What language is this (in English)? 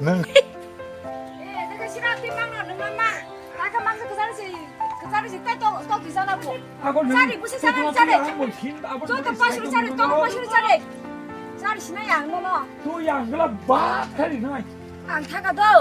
Kok Borok